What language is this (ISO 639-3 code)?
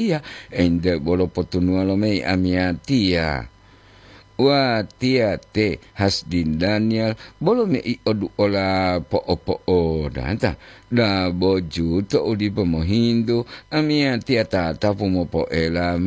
gor